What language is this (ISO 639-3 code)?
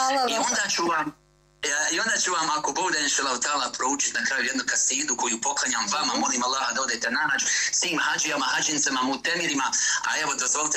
bos